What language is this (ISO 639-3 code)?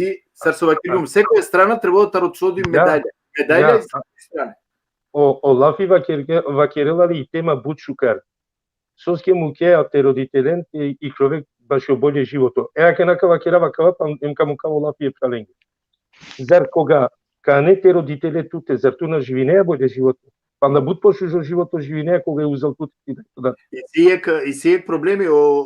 rmn